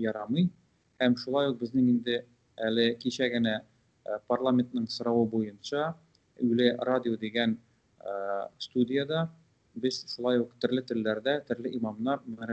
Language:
Tatar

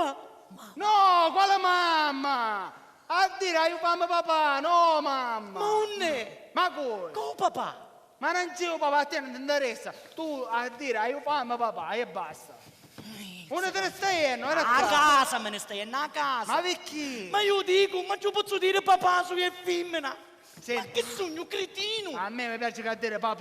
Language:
Sicilian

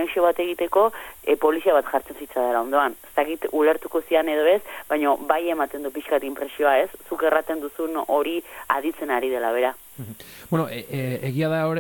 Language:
Basque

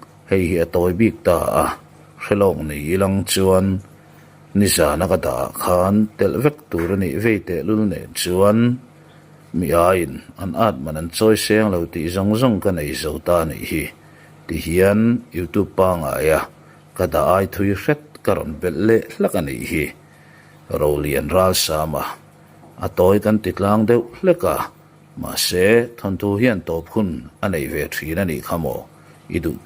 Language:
Mizo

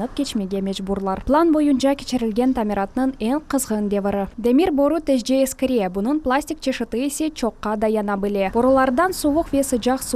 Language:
Crimean Tatar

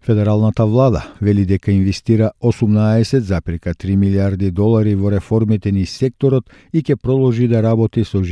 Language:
Macedonian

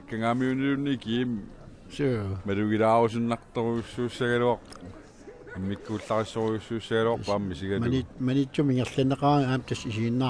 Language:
Kalaallisut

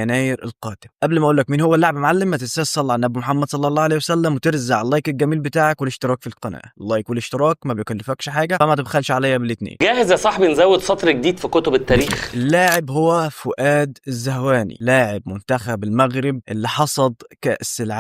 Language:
Egyptian Arabic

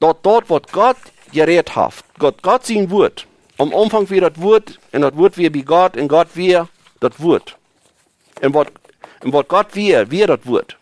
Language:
Plautdietsch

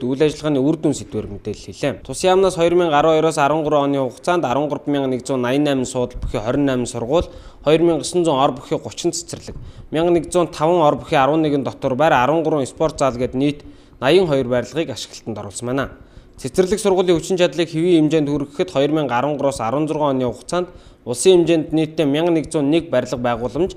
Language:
Mongolian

